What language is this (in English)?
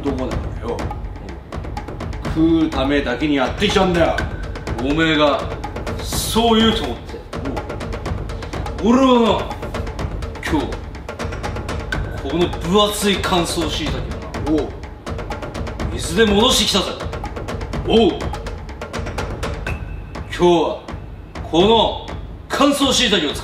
Japanese